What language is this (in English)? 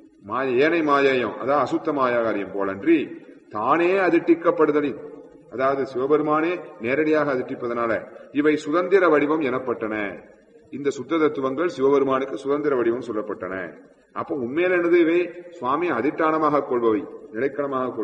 Tamil